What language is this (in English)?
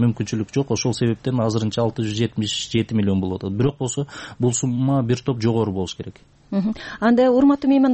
Kyrgyz